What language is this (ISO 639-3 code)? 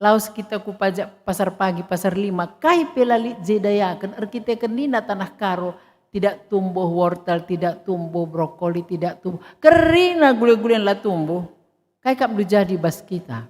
btx